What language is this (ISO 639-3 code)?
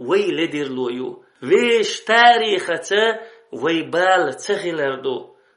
che